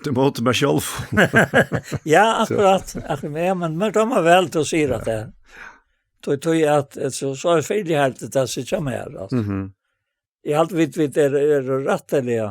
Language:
Faroese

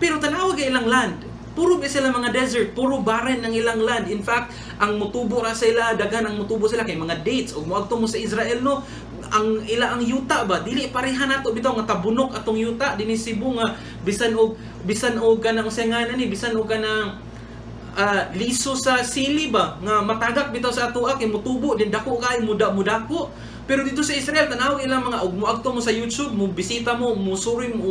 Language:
Cebuano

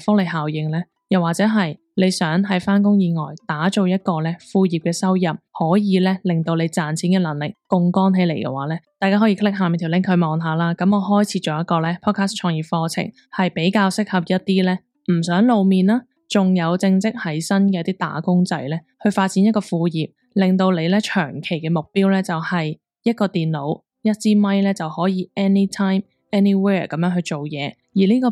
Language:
Cantonese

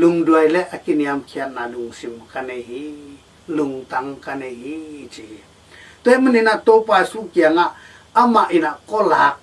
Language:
Tedim Chin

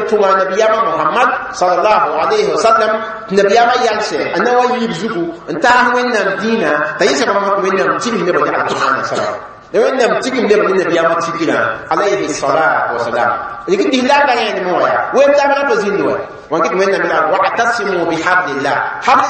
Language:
Mossi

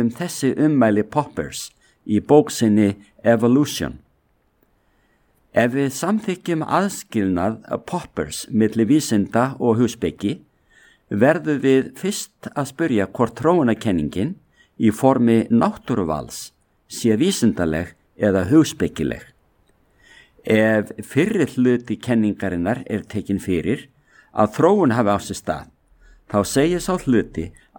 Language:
Icelandic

